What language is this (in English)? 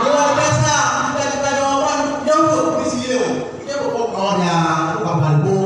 Achinese